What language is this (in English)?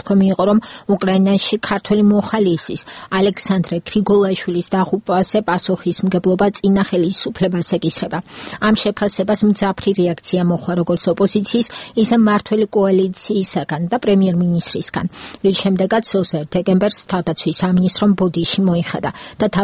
Georgian